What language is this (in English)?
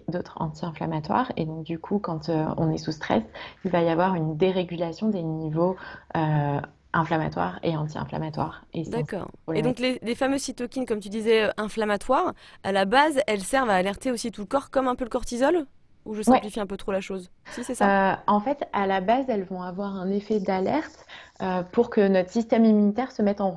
French